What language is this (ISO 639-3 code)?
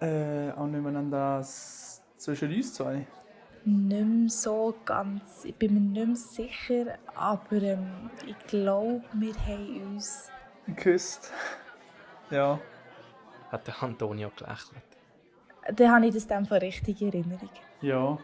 gsw